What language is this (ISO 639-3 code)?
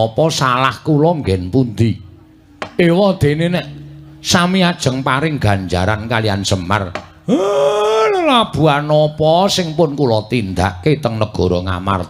jav